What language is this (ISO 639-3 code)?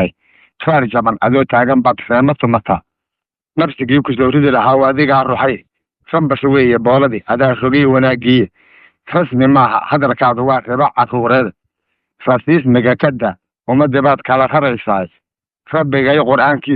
som